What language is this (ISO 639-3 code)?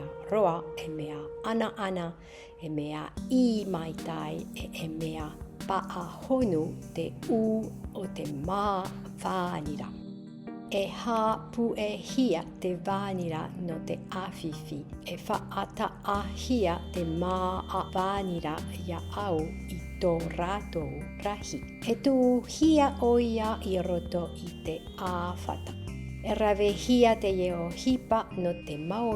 tah